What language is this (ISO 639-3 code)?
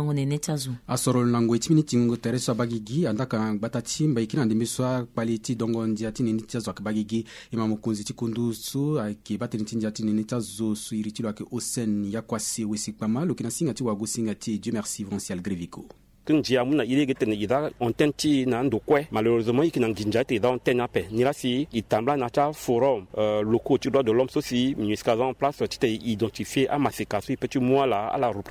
sag